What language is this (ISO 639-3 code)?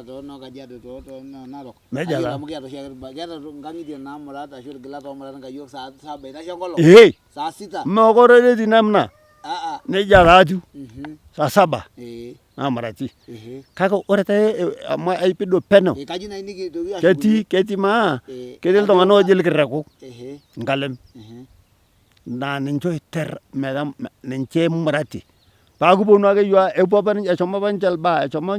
mas